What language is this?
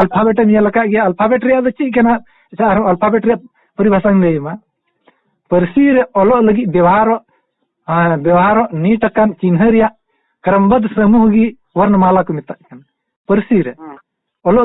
Santali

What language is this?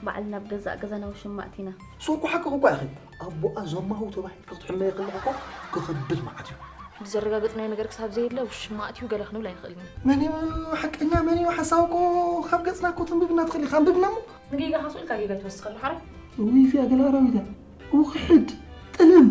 Tigrinya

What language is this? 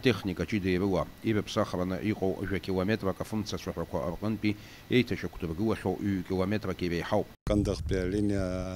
Abkhazian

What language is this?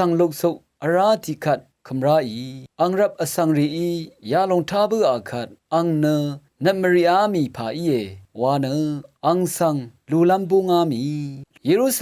Rawang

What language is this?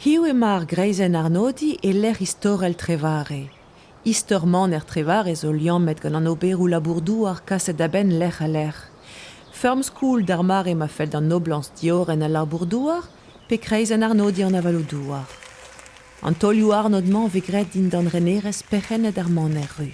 Breton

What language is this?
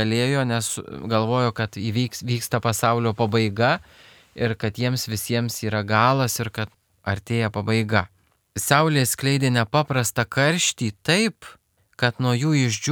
Lithuanian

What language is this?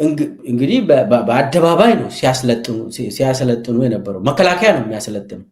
Amharic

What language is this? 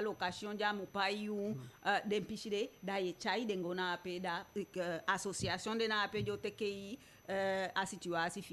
Eastern Maroon Creole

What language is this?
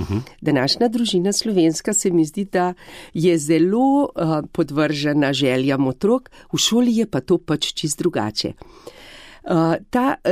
Slovenian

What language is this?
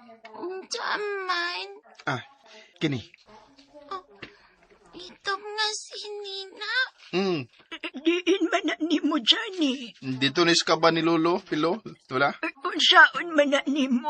Cebuano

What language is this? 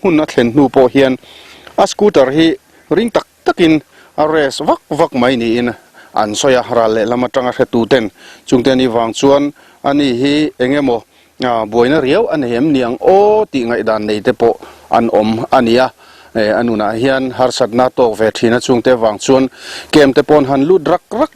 Mizo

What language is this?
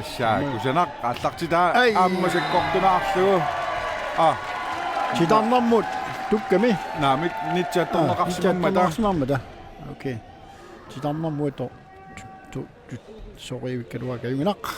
Kalaallisut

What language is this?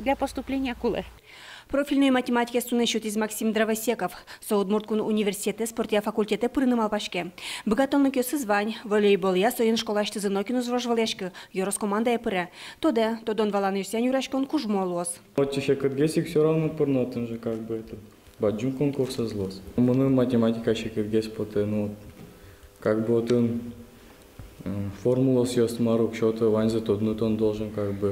Udmurt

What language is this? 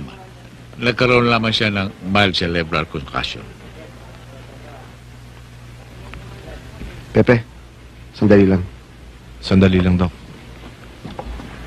Filipino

